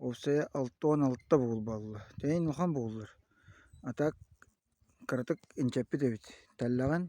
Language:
Yakut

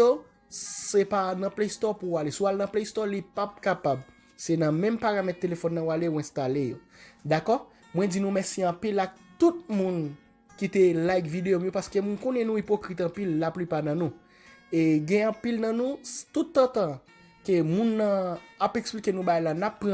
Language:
Haitian Creole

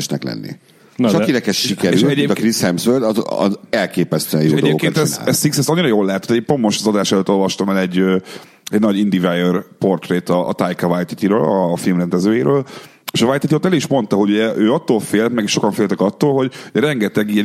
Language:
Hungarian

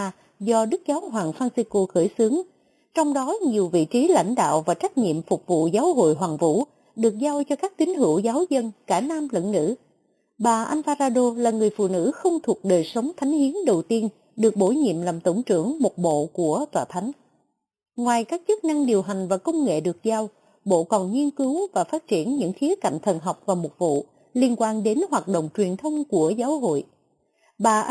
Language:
Vietnamese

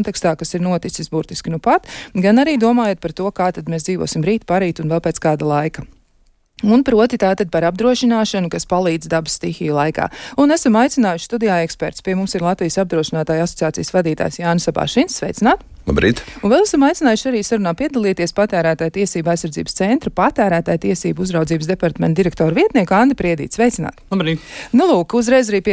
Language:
Latvian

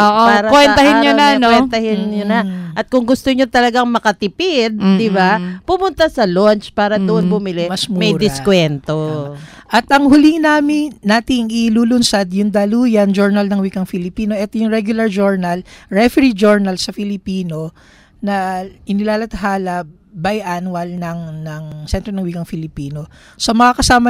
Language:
Filipino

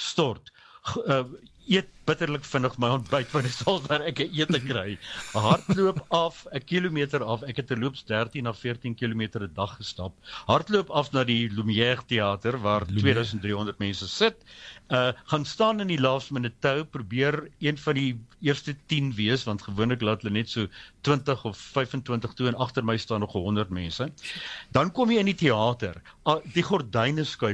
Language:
Afrikaans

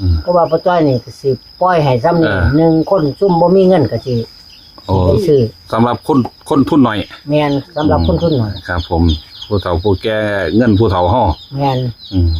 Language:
Northeastern Thai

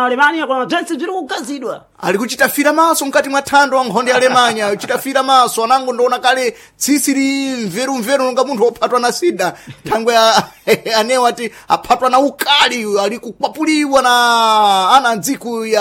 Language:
Sena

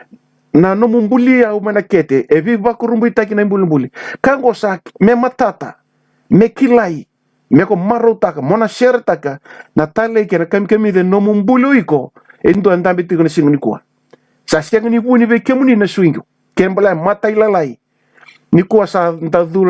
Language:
Fijian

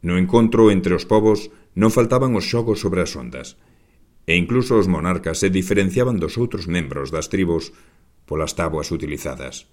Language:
Galician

